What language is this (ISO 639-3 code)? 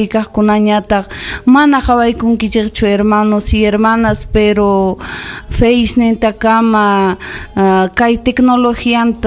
quy